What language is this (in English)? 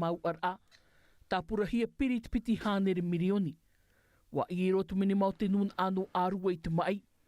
Tahitian